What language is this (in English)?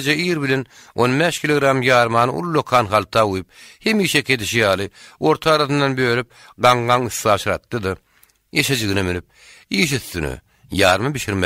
Turkmen